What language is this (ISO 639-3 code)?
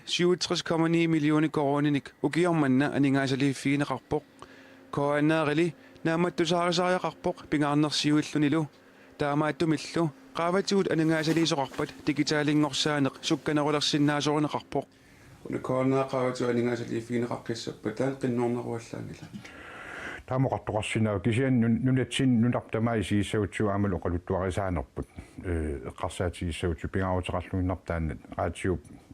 kal